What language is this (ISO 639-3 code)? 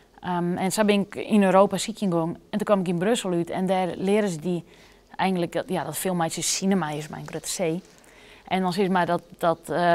fry